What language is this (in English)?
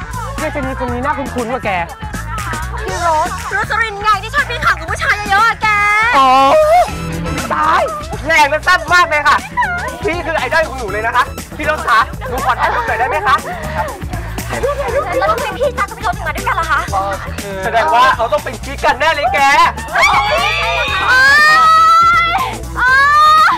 Thai